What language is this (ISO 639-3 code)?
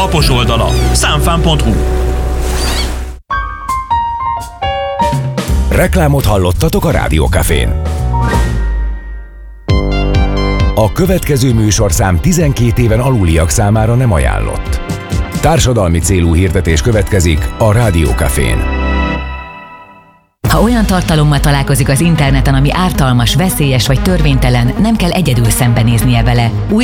hun